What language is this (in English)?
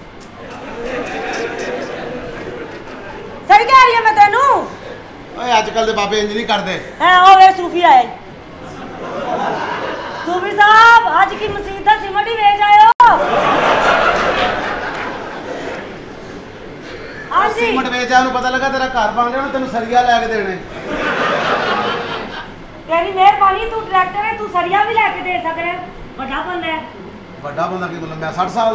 Punjabi